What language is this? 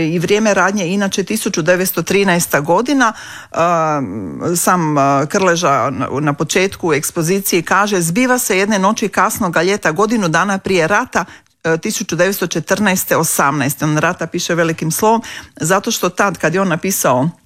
Croatian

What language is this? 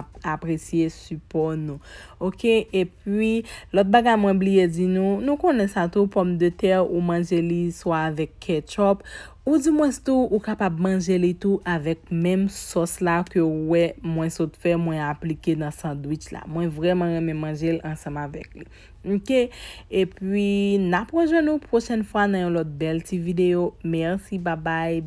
Haitian Creole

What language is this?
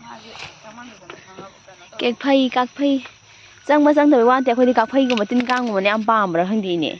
Manipuri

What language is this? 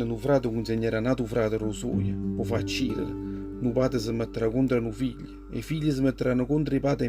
Neapolitan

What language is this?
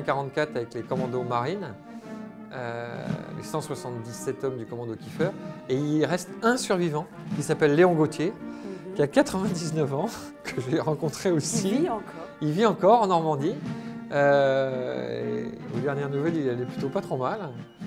French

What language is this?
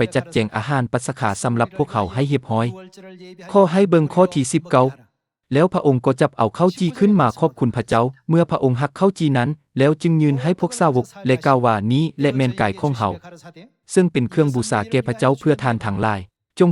Lao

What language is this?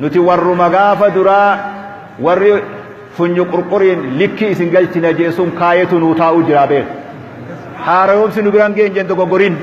Oromo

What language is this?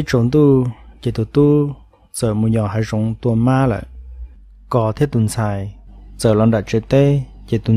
Hmong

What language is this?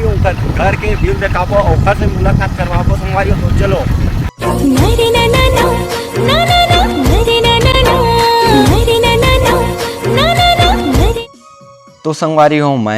Chhattisgarhi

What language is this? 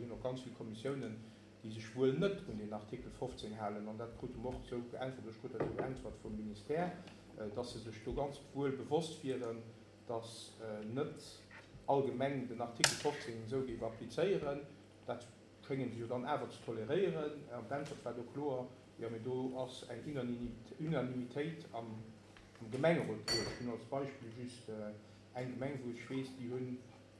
Luxembourgish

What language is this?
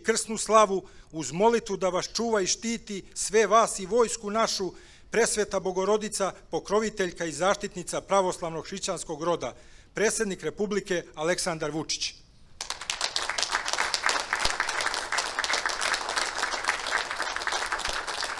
Serbian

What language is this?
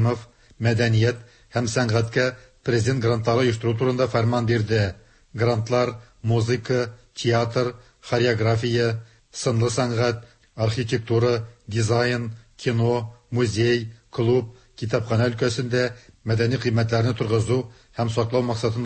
Tatar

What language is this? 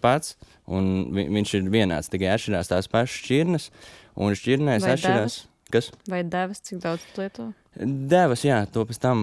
Latvian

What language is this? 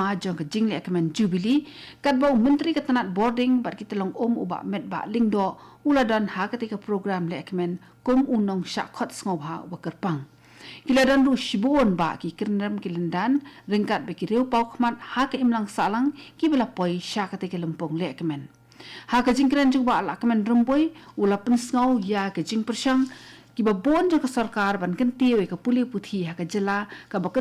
Khasi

